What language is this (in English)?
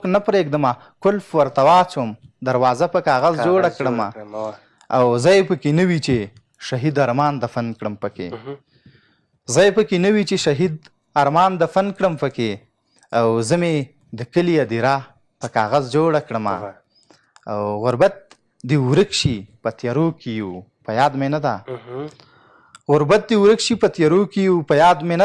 Pashto